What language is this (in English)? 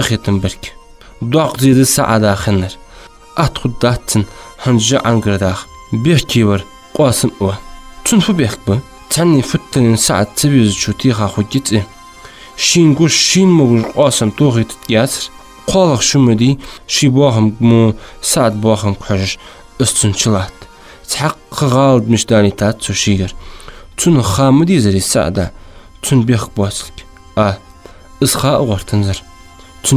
Ingush